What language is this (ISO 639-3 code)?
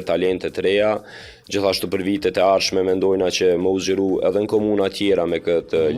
sqi